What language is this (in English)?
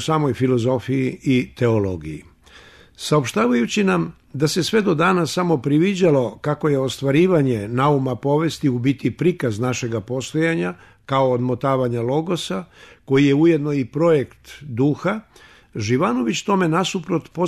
Serbian